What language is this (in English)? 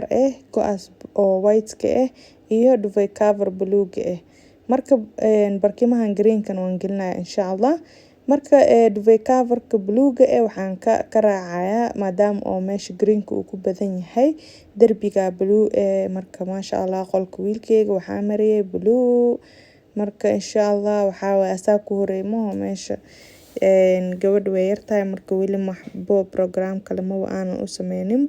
Somali